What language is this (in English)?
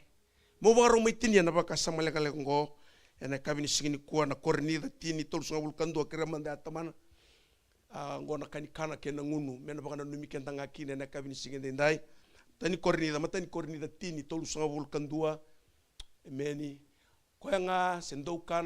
Fijian